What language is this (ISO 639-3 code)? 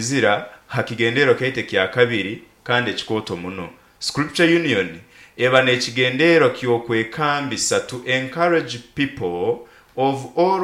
nyo